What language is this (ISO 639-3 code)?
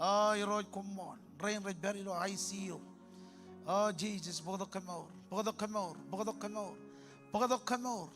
mah